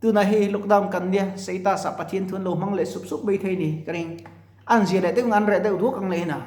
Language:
Mizo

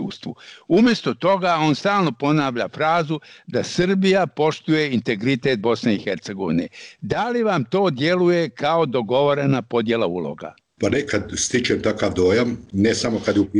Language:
Bosnian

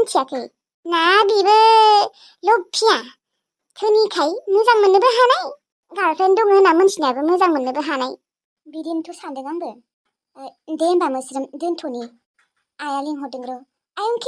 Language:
Bodo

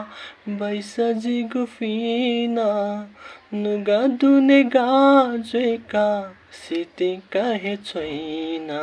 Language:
Newari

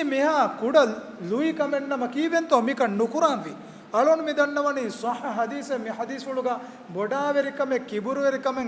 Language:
Divehi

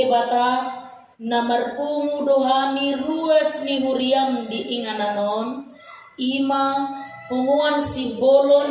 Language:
Batak Toba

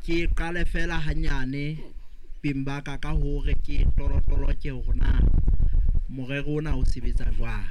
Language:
Southern Sotho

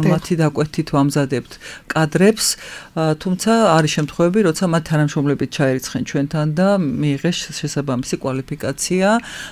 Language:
Georgian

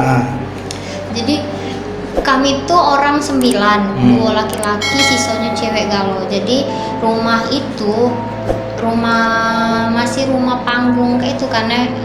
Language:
Musi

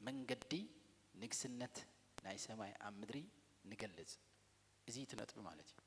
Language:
Tigrinya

